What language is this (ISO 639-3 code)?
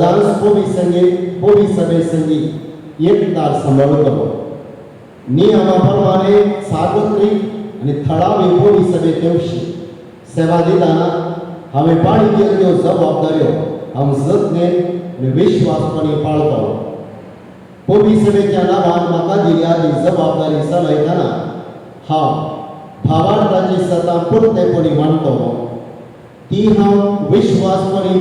kok